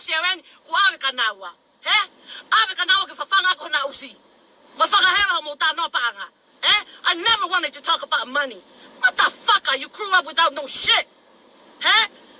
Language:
Tongan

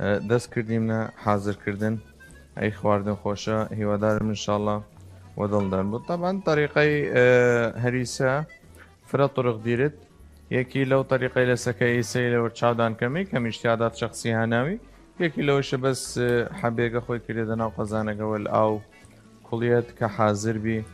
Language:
Southern Kurdish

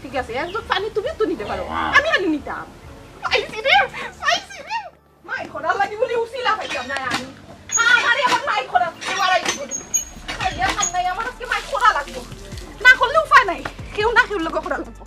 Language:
Sylheti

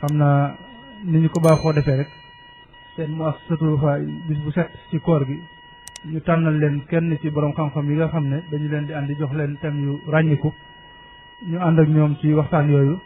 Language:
Wolof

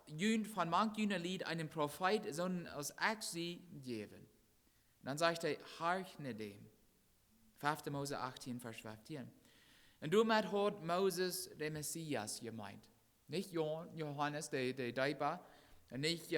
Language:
Plautdietsch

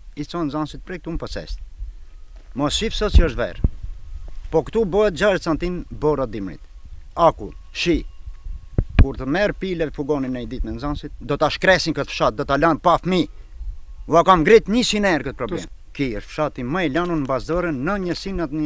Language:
Albanian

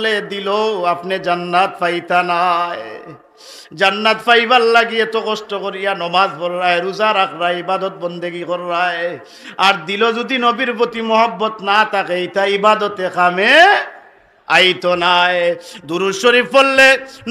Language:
Sylheti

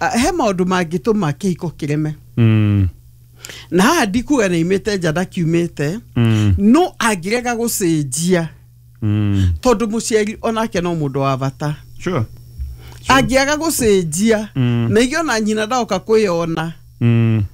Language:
Kikuyu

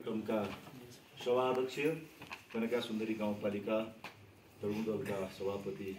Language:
Nepali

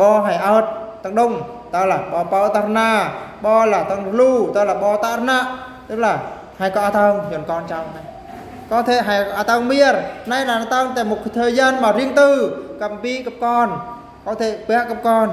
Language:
Eastern Bru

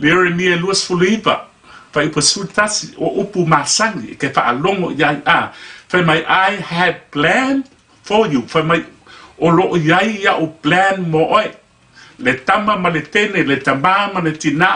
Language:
Samoan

